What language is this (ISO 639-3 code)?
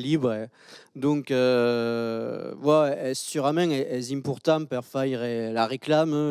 oci